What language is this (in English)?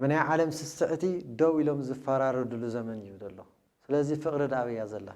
Tigrinya